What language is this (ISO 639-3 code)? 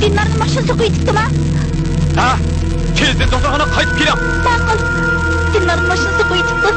uig